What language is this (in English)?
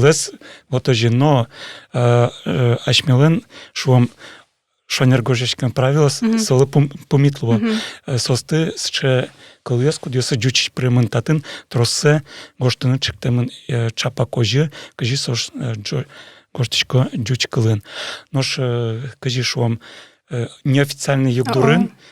Udmurt